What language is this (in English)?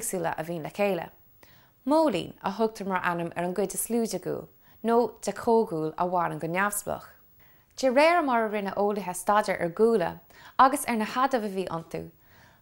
Irish